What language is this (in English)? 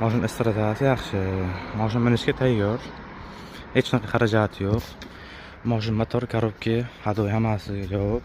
Uzbek